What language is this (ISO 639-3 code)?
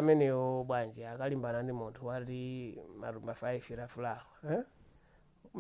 nya